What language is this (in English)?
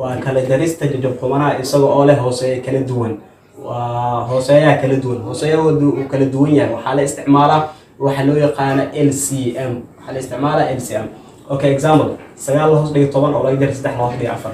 Somali